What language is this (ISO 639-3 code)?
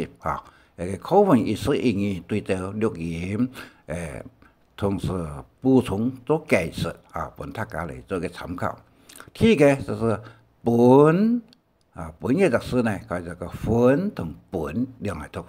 hak